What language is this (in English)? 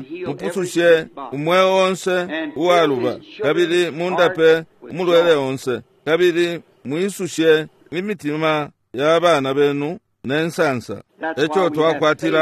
Bemba